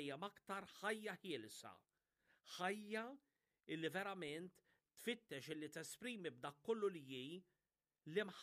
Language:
Maltese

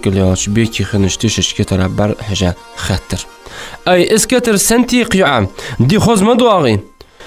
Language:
Ingush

